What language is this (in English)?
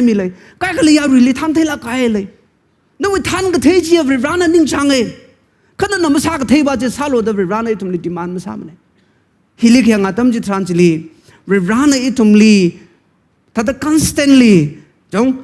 Tangkhul Naga (India)